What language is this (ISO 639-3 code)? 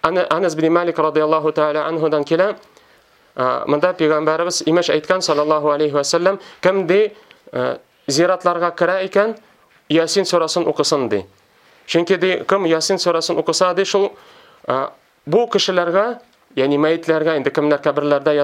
tat